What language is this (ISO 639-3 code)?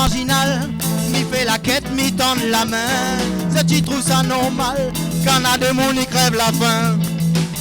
rcf